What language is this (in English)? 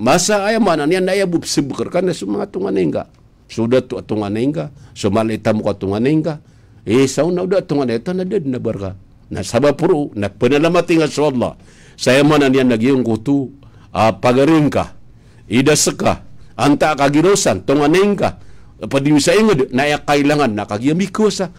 Maranao